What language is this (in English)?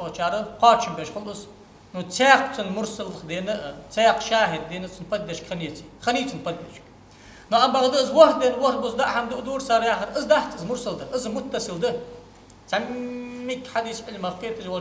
Ingush